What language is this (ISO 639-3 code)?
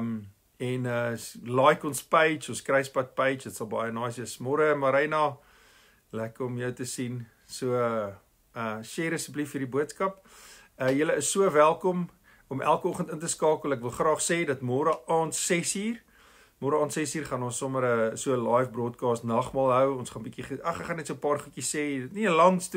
afr